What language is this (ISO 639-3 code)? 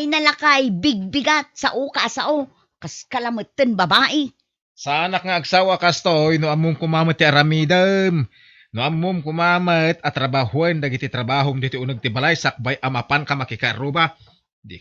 ilo